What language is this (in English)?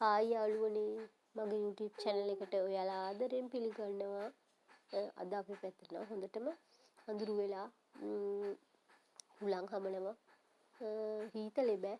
Sinhala